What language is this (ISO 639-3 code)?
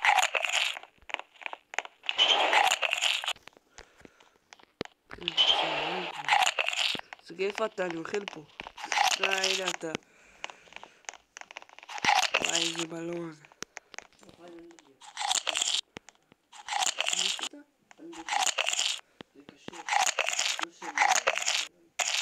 heb